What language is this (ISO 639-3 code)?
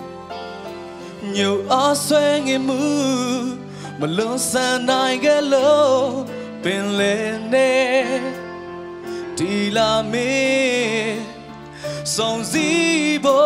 mya